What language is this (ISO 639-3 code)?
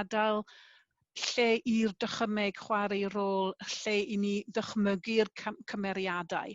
cym